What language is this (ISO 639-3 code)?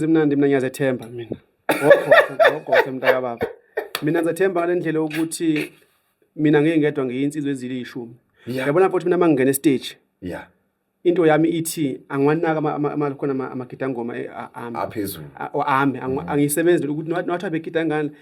zul